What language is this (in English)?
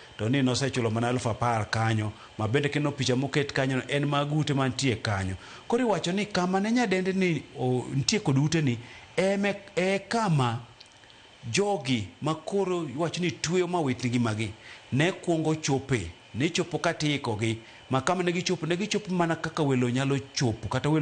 Luo (Kenya and Tanzania)